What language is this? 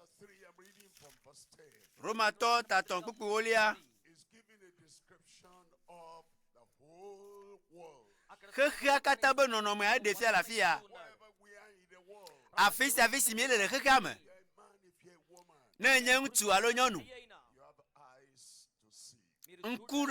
Ewe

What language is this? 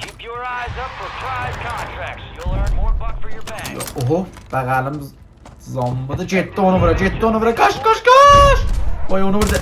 South Azerbaijani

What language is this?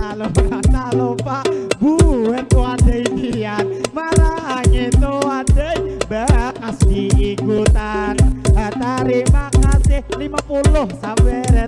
Banjar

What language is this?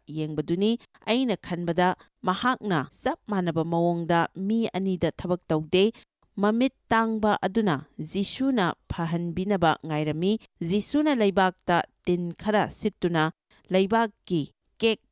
Manipuri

